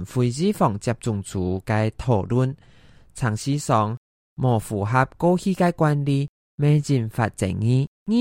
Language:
Hakka Chinese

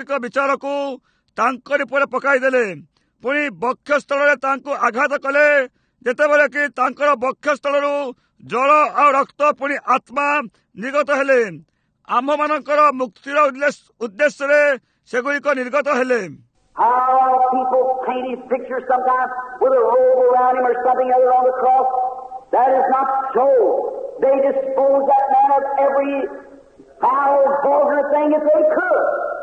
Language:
Odia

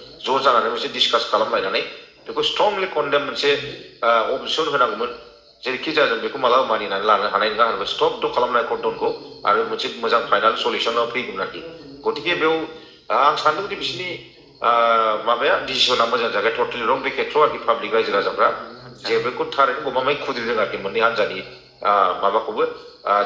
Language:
Bodo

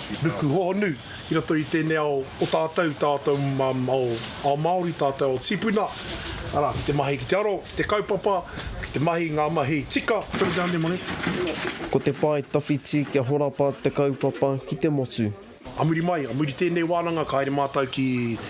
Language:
Māori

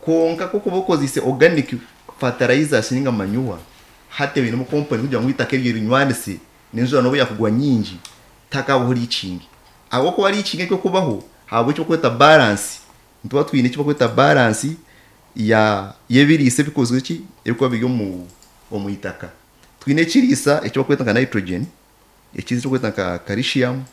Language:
Nyankole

